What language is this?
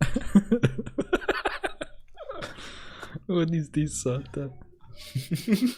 Swiss German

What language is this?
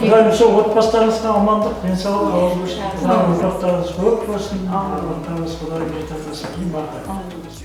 Kara-Kalpak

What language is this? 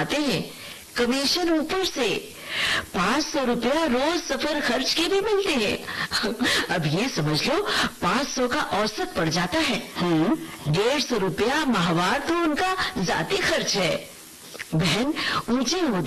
Urdu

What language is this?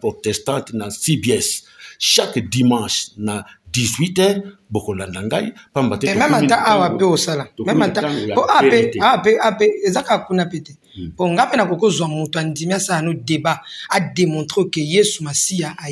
Lingala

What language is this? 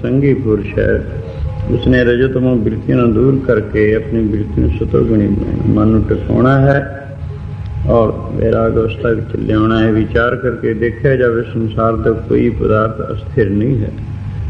Punjabi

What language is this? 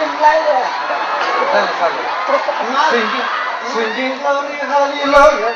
Tangkhul Naga (India)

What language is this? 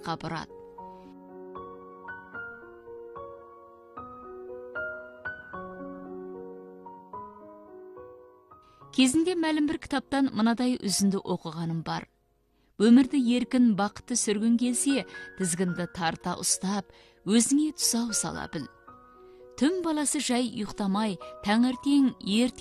Kazakh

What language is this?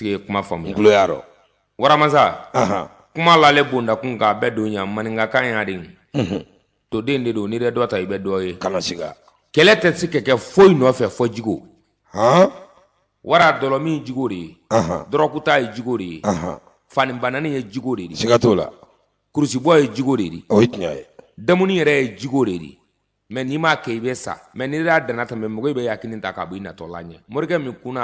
Bambara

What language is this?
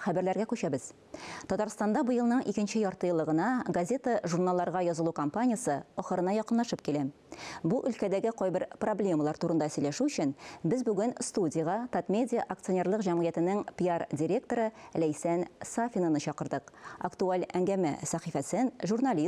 Tatar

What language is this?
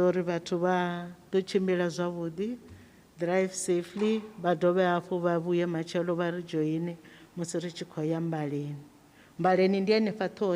Venda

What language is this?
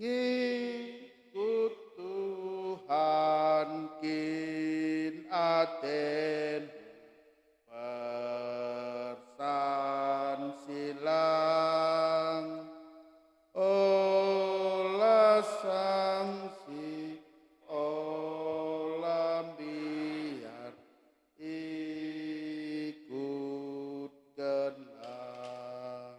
Batak Karo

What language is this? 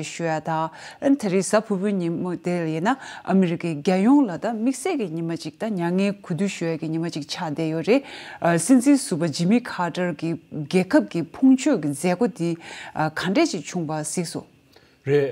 Tibetan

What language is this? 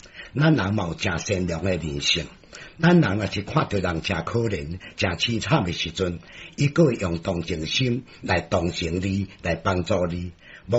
Min Nan Chinese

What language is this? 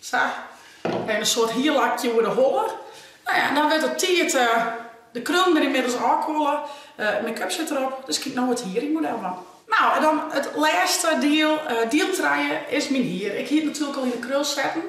Western Frisian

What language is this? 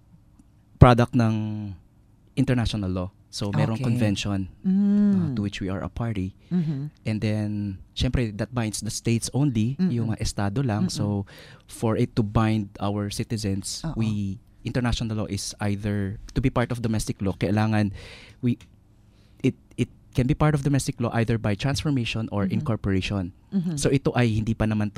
Filipino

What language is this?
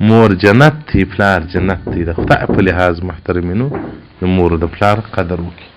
Pashto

